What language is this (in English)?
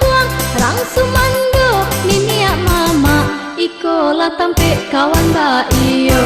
Minangkabau